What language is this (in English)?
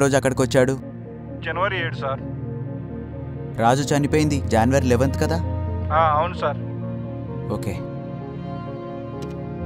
Telugu